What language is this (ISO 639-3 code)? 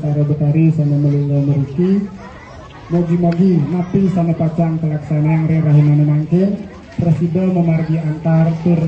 ban